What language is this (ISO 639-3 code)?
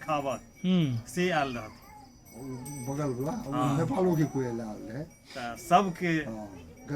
mai